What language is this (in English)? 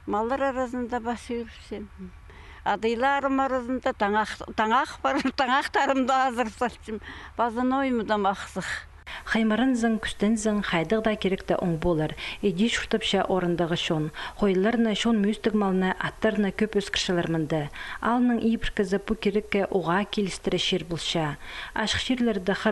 Khakas